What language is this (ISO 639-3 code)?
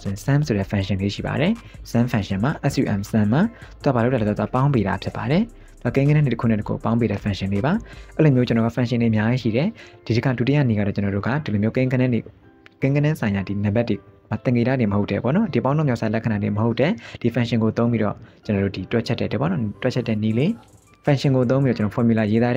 mya